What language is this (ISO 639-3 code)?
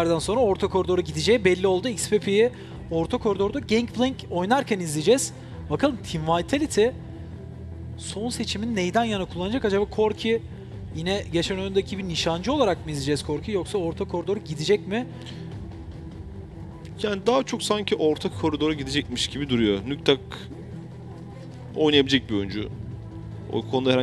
tur